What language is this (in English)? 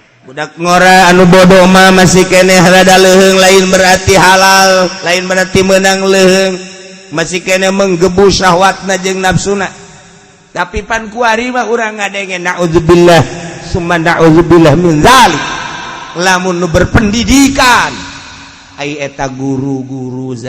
Sundanese